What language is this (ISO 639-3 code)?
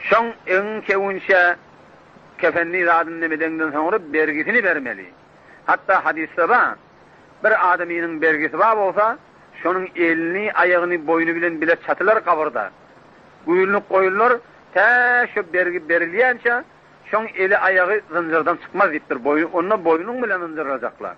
tuk